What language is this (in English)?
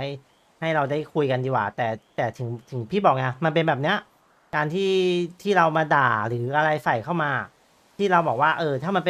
Thai